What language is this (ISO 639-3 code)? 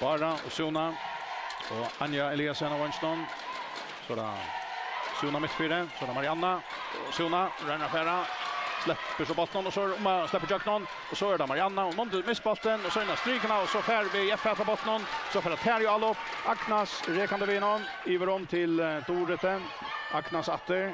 fao